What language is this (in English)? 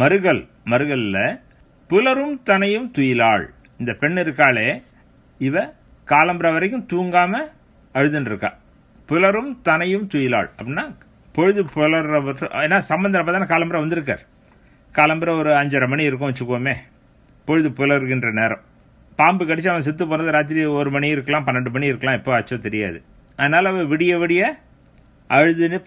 Tamil